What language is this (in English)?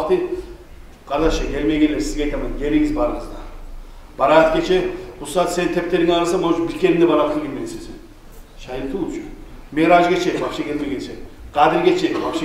Kumyk